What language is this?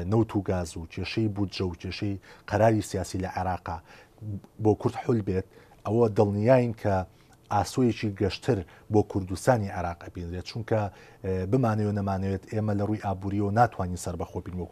Central Kurdish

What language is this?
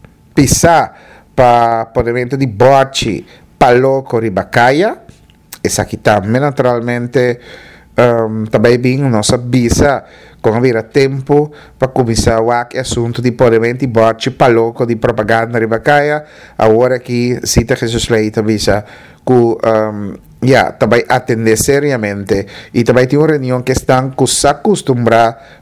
Papiamento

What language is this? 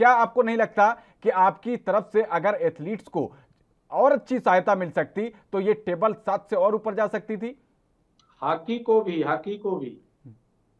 Hindi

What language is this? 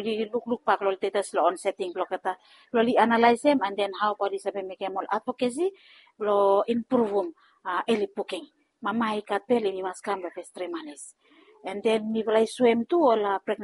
Bislama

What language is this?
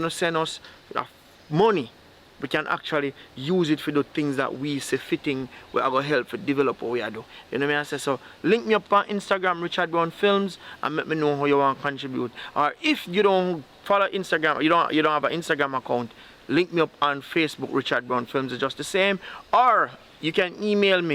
Jamaican Creole English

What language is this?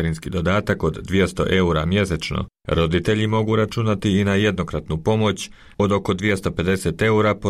Croatian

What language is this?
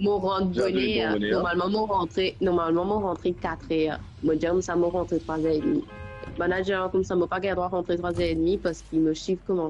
Morisyen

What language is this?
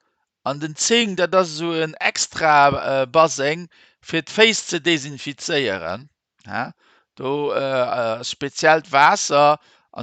Luxembourgish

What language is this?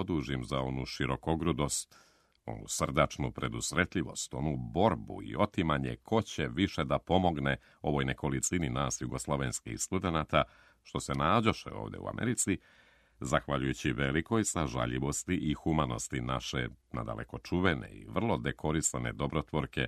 Serbian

